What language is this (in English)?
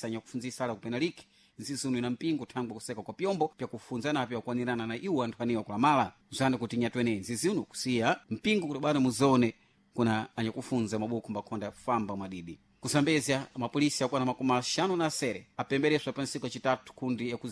Sena